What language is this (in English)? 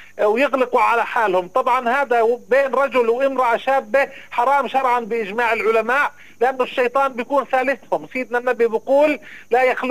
North Levantine Arabic